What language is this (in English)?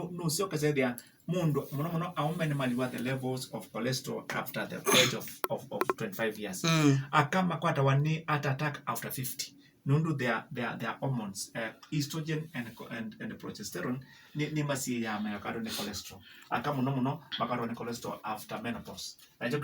Kamba